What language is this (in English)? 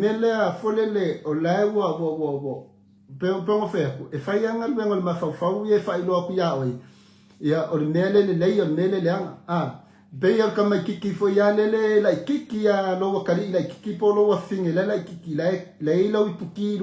Samoan